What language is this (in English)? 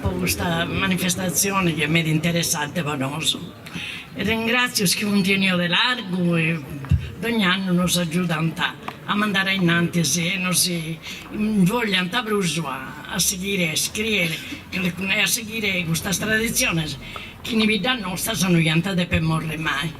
Sardinian